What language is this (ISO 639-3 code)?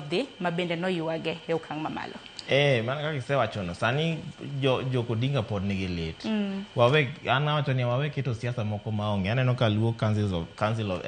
luo